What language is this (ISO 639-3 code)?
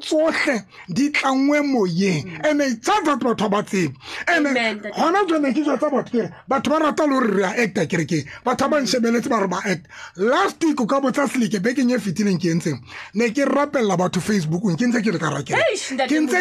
tsn